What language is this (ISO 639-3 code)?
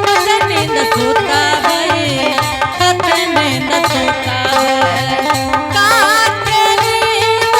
anp